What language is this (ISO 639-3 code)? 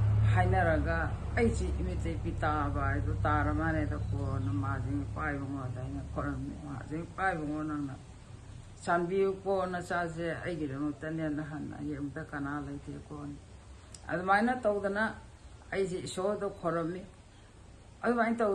mni